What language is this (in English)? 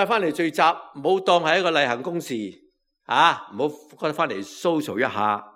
Cantonese